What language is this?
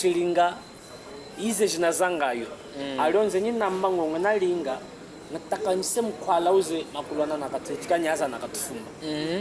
Chokwe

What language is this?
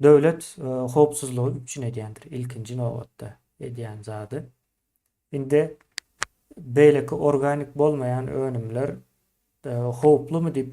Turkmen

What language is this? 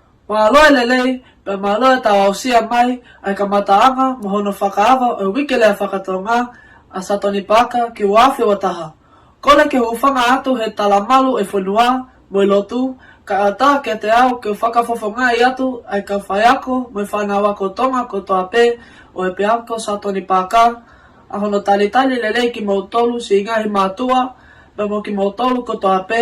Tongan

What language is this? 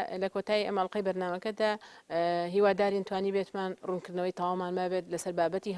Central Kurdish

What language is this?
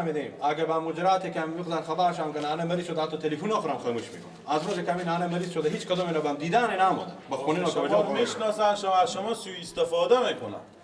Persian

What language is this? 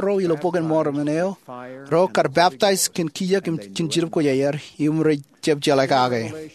Marshallese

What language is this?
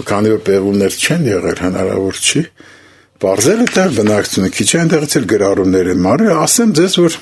Armenian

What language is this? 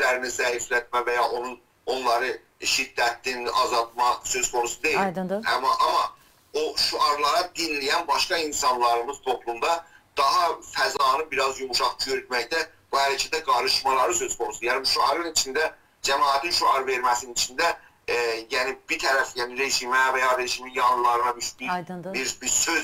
South Azerbaijani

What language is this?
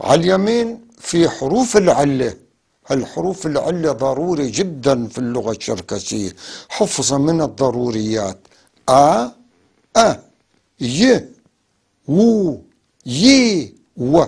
North Levantine Arabic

